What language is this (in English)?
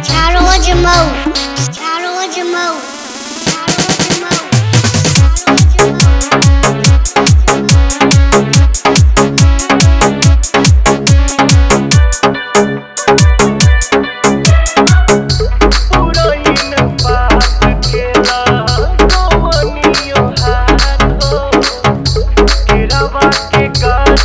Bhojpuri